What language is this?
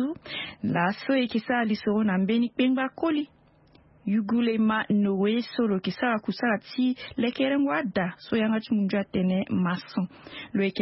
Sango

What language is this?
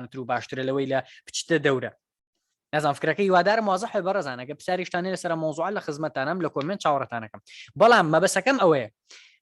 Central Kurdish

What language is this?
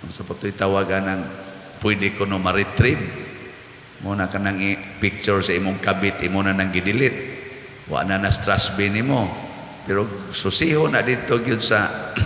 Cebuano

